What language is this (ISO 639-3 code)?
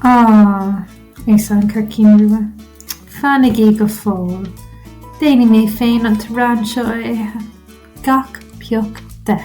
gle